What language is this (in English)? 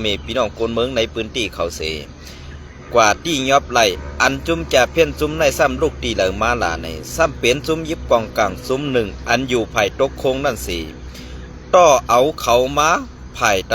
Shan